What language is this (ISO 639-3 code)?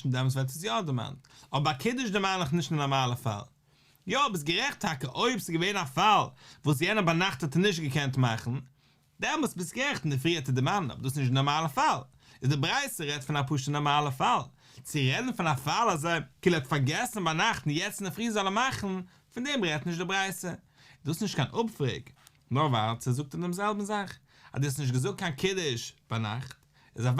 yid